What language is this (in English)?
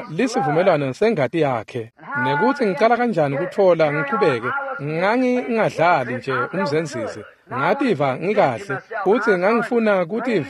Swati